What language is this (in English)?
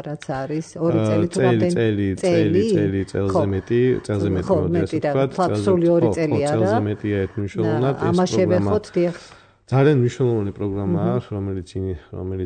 Georgian